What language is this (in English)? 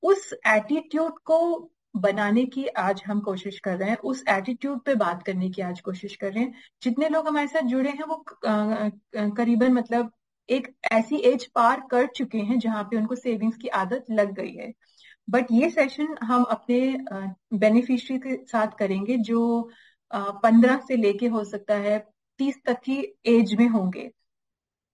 Hindi